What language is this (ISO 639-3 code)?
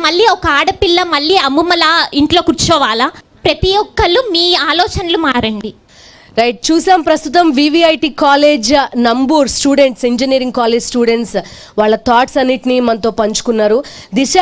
tel